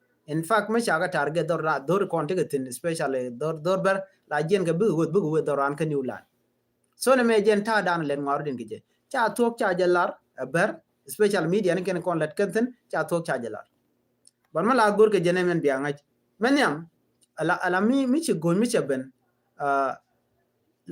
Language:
Nuer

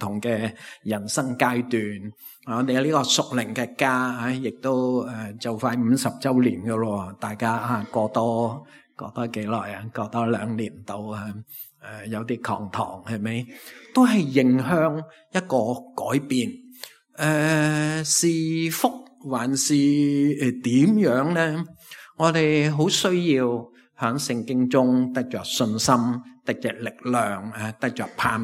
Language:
Cantonese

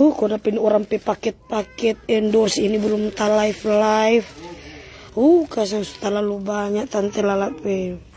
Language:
Manado Malay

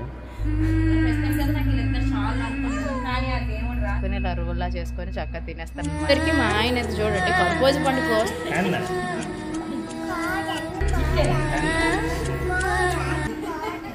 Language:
Telugu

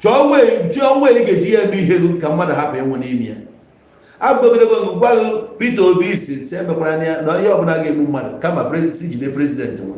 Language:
Igbo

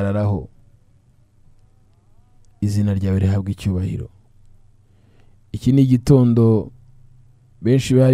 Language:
Kinyarwanda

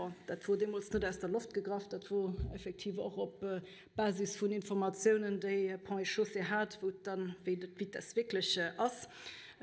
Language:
Luxembourgish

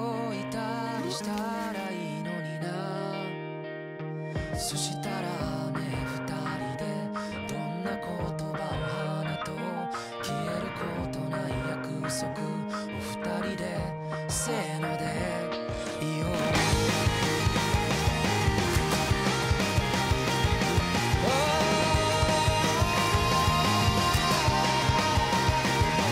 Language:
Japanese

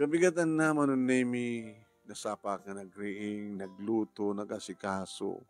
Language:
Iloko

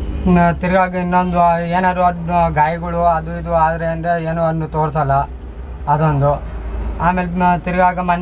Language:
Kannada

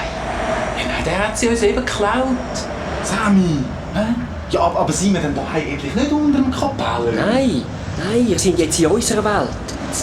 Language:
Swiss German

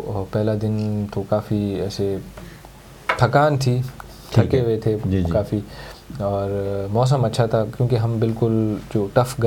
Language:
Urdu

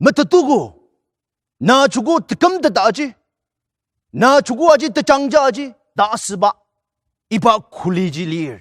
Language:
Ao Naga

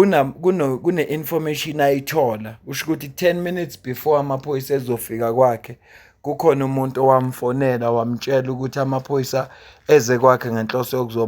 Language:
Zulu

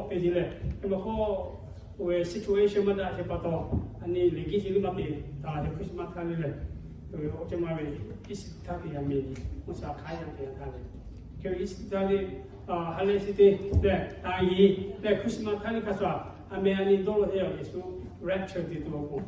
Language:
Lahu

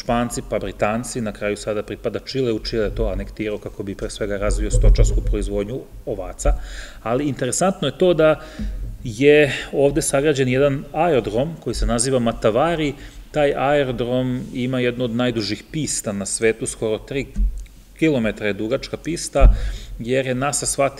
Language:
Serbian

